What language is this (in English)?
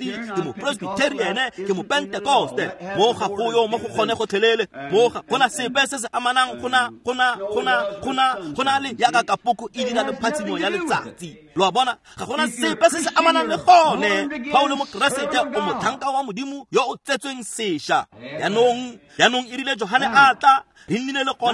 Tswana